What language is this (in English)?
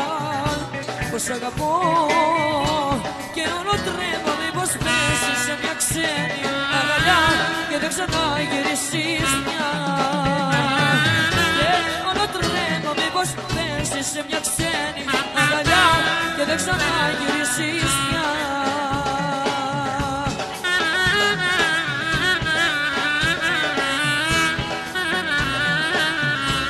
Greek